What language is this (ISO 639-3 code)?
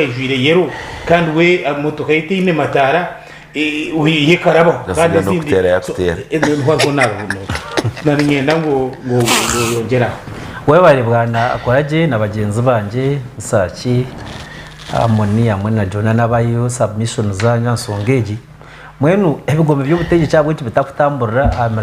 nyn